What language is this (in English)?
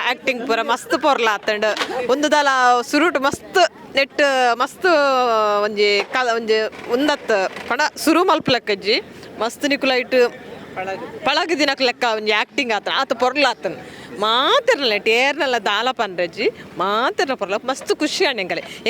Tulu